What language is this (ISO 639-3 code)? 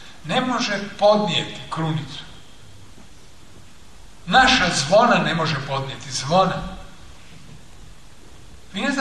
hrv